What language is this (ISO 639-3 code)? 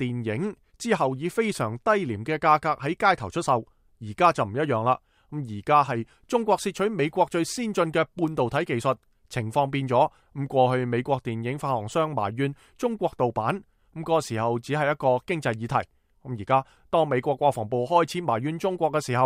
yue